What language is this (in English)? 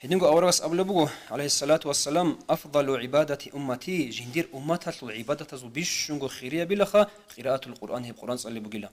Avaric